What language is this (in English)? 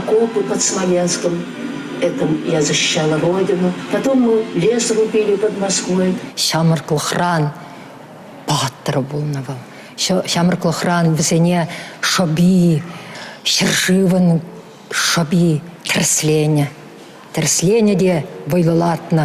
Chuvash